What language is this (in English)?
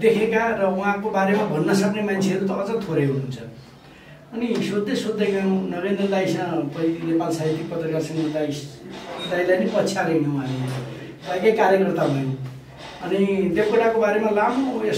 Nepali